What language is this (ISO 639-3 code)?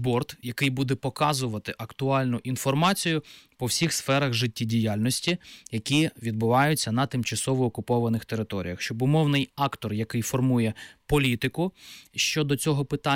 ukr